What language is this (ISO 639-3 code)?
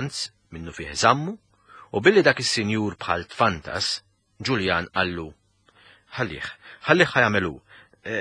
mlt